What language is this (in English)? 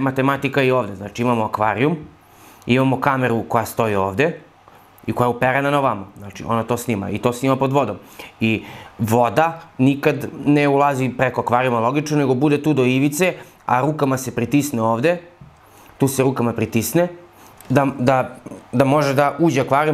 Serbian